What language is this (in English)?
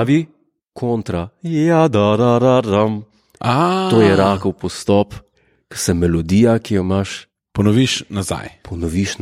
Slovenian